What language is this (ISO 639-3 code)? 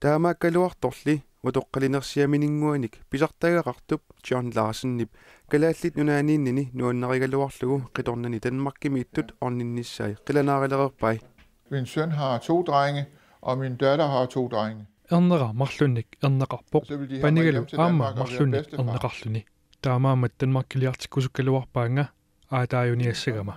kal